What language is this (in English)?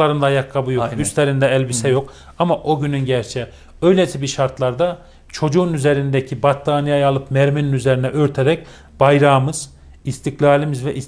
Turkish